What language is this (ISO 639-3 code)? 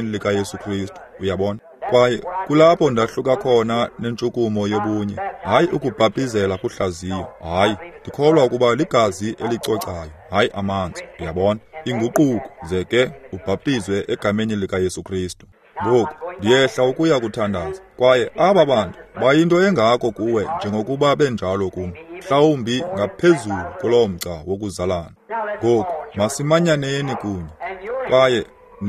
xho